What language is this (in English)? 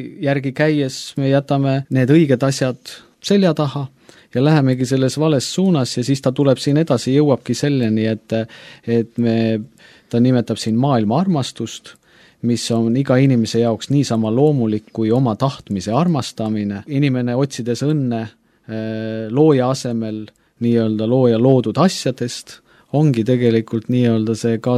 Estonian